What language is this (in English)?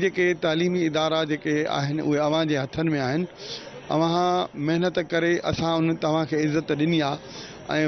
Sindhi